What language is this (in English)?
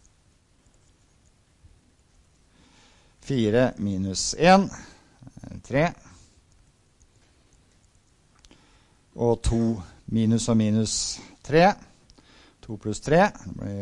Norwegian